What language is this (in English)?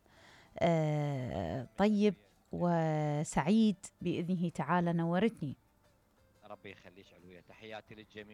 Mesopotamian Arabic